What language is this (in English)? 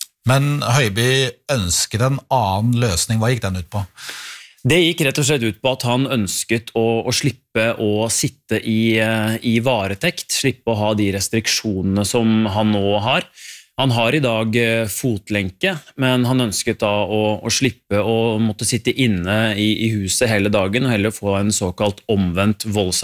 Norwegian